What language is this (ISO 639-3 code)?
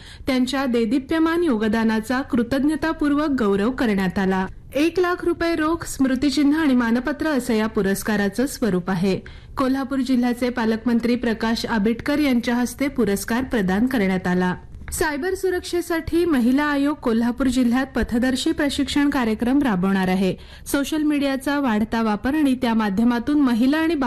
mar